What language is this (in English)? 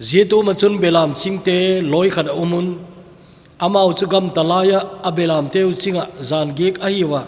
Thado Chin